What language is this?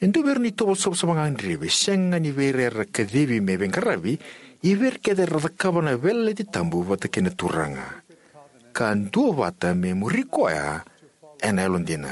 Fijian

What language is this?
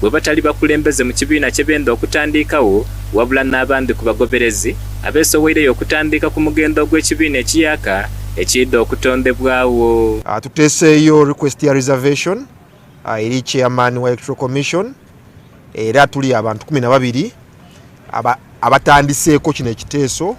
Soga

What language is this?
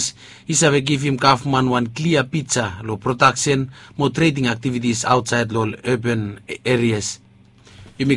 Bislama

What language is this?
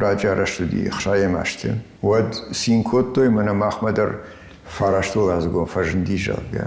Ossetic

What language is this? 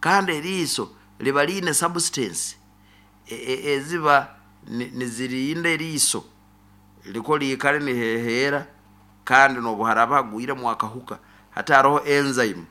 Nyoro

